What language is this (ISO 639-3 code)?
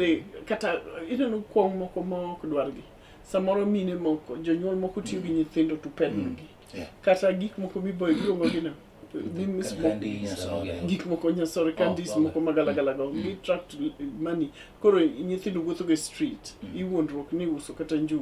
luo